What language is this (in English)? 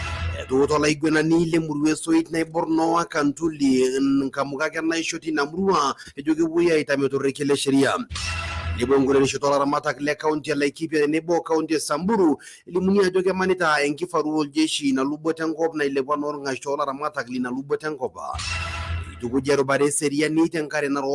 Masai